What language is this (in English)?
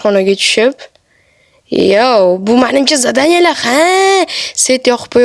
Uzbek